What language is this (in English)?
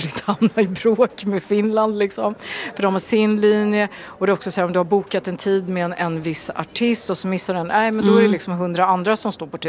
Swedish